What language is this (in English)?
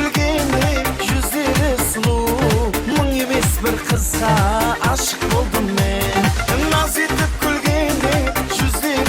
Kara-Kalpak